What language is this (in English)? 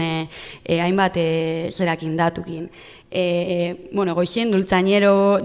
Basque